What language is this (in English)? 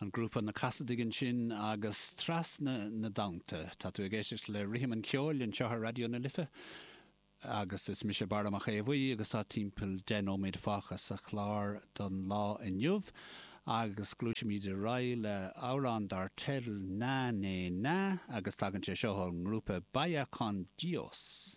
Irish